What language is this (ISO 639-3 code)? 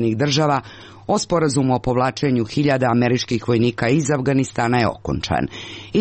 hrv